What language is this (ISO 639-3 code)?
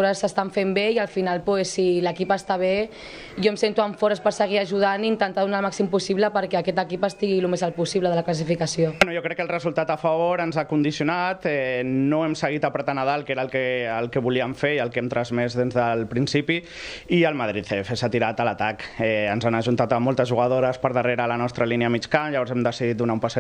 cat